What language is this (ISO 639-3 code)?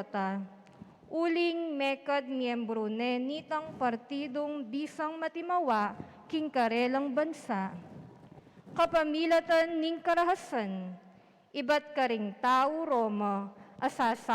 pam